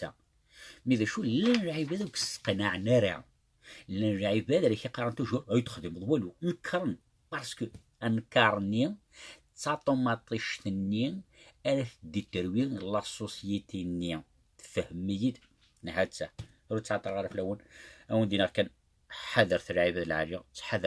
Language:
Kabyle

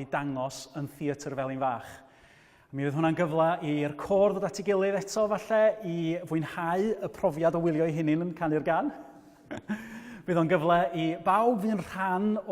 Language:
Welsh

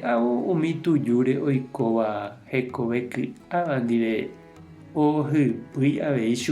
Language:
Guarani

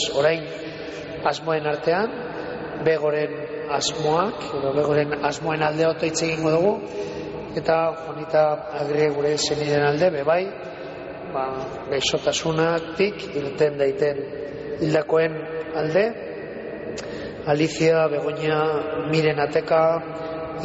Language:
Basque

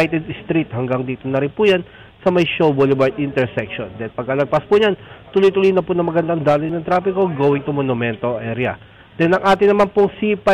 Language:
Filipino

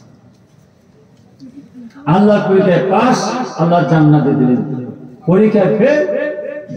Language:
Bangla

